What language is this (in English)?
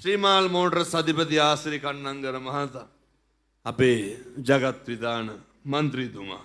Sinhala